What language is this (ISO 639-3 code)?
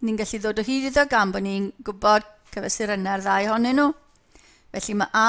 cym